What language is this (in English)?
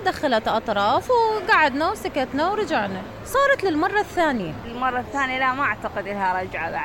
Mesopotamian Arabic